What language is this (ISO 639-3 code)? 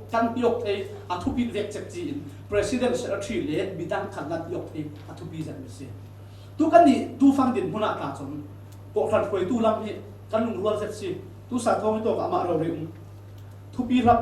cfm